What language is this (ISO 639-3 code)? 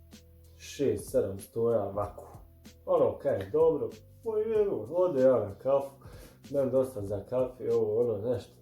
bos